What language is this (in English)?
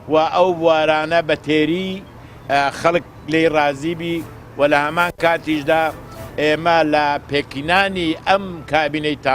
Central Kurdish